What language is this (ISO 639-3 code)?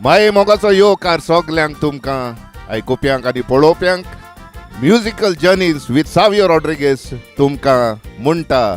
kok